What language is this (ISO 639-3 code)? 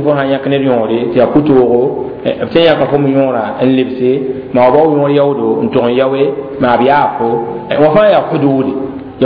mos